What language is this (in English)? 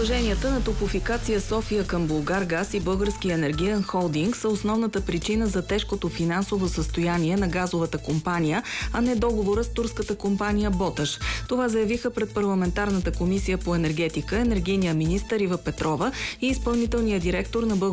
Bulgarian